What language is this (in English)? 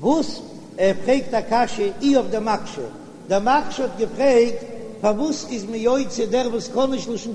Yiddish